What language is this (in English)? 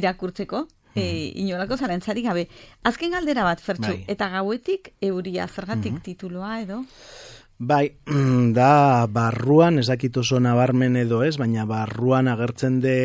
Basque